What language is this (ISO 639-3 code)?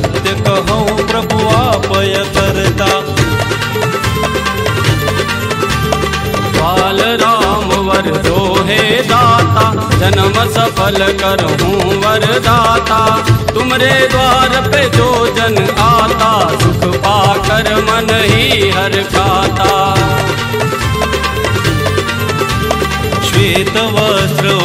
guj